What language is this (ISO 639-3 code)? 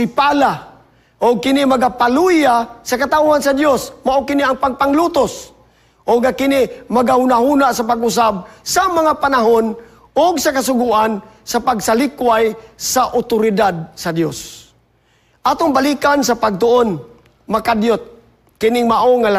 ceb